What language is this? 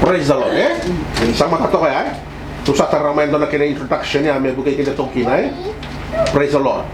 Fijian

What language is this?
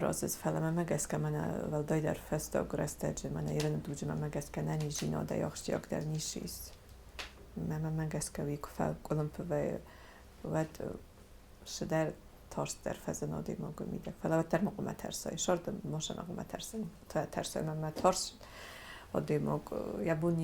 Ossetic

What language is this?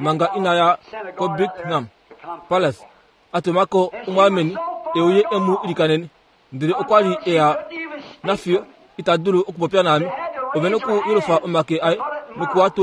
Kuanyama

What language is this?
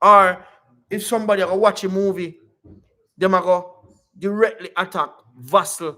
Jamaican Creole English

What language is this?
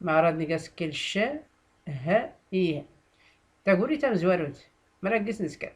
Tachelhit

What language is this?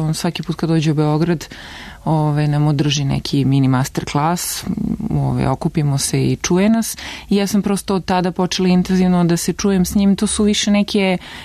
Serbian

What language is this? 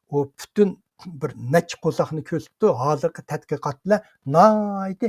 Uyghur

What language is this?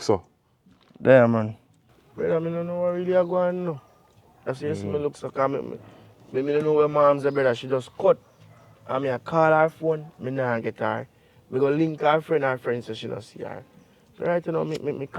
Jamaican Creole English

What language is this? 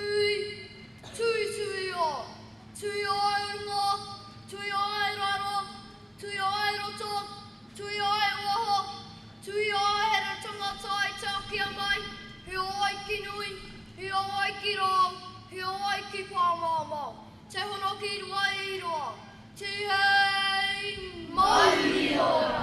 Māori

